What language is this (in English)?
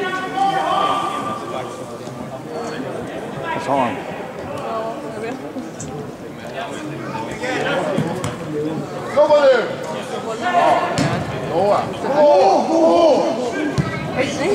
Swedish